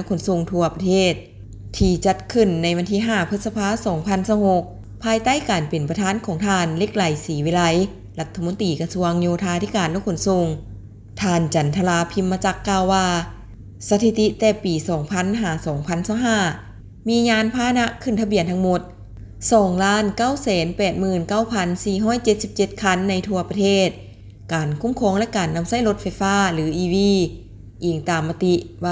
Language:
Lao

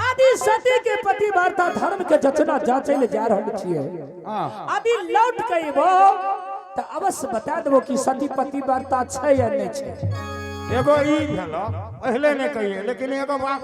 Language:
Angika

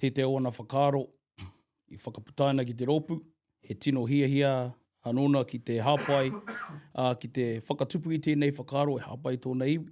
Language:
Māori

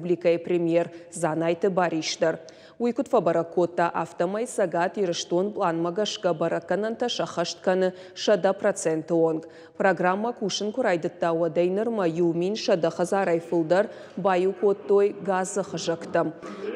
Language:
Ossetic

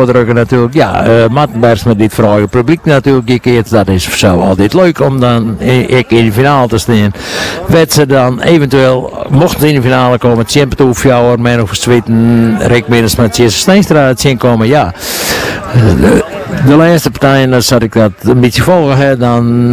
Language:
Dutch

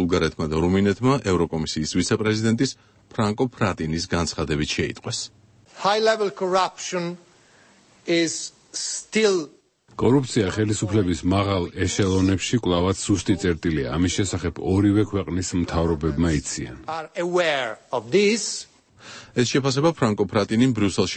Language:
Georgian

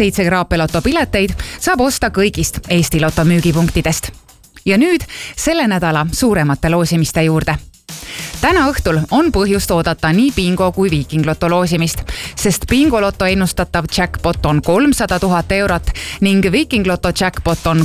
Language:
Estonian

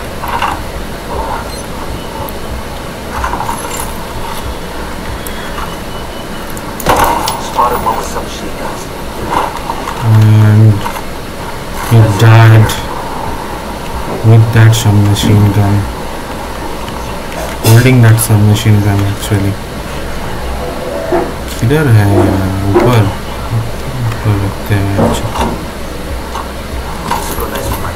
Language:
Hindi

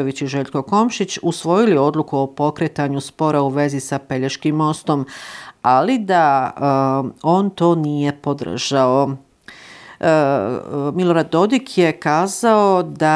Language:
Bosnian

